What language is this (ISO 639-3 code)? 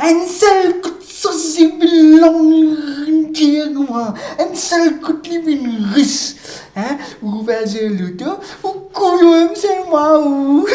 mfe